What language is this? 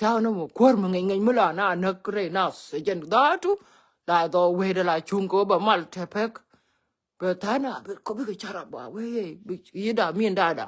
Nuer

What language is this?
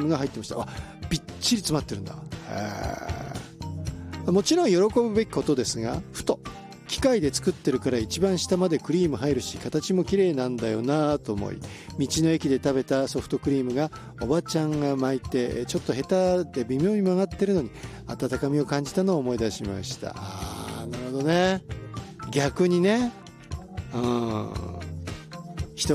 Japanese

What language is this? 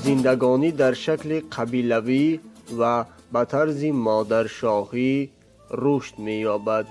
Tajik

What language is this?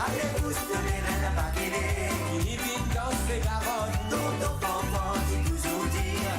Morisyen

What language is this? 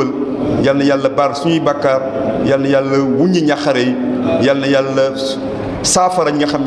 Wolof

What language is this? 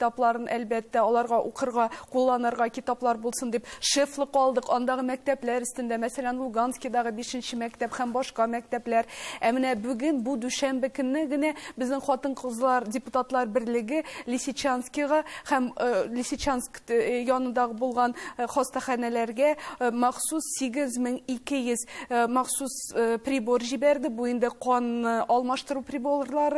Tatar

